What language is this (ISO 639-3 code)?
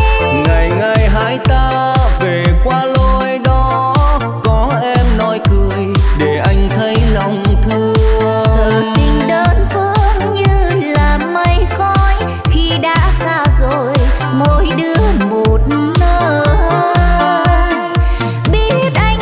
vie